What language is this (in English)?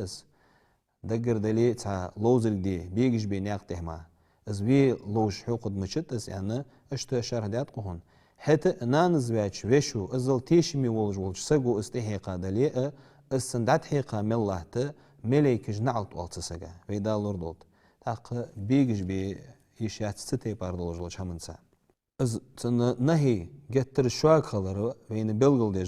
Ingush